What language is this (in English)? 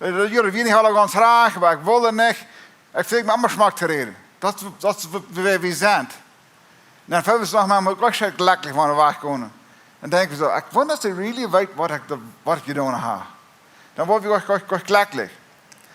Plautdietsch